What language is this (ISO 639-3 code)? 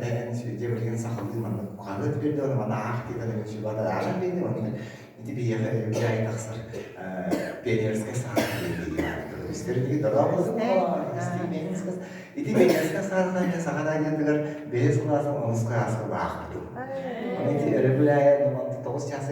sah